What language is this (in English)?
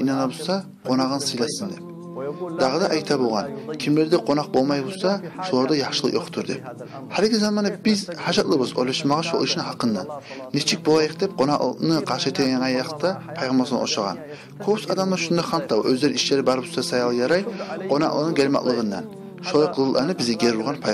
Kumyk